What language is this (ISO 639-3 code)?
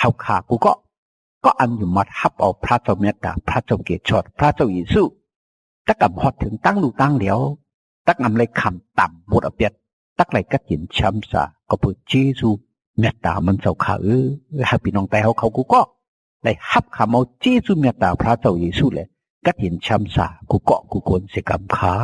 shn